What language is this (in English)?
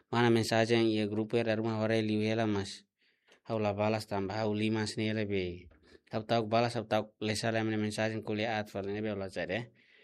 Tetum